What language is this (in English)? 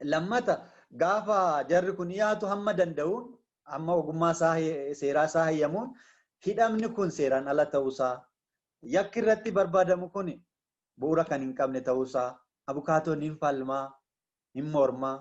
Oromo